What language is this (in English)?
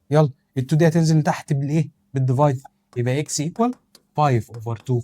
Egyptian Arabic